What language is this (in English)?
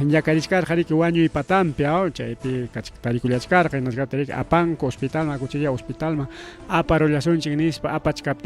Ayacucho Quechua